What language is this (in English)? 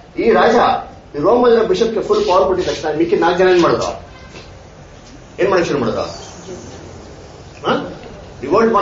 Kannada